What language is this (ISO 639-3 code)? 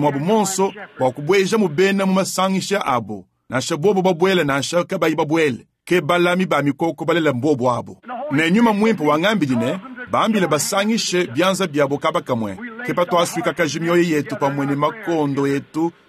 lua